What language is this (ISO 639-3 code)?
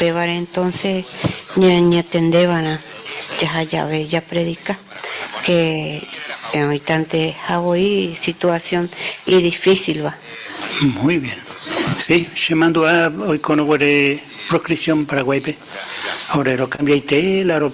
grn